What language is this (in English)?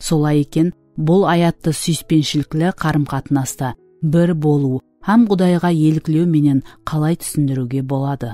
Kara-Kalpak